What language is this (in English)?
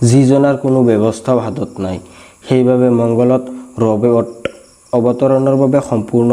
Assamese